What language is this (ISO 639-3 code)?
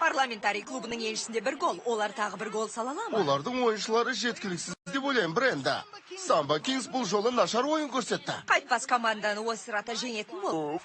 kaz